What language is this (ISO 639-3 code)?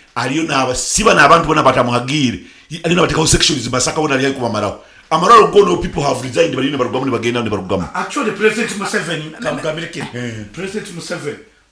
nyo